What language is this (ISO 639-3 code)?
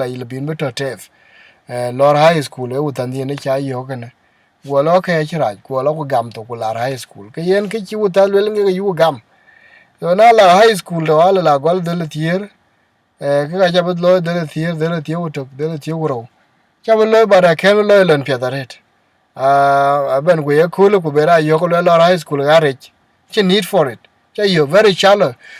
din